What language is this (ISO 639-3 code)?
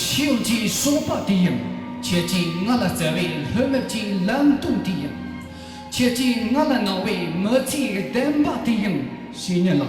bod